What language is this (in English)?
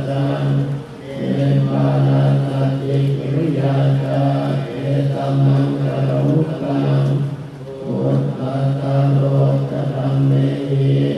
Pali